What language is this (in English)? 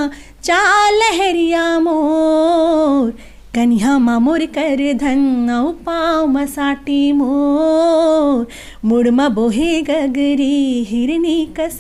Chhattisgarhi